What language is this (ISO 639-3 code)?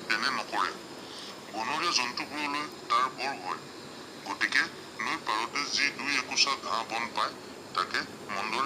asm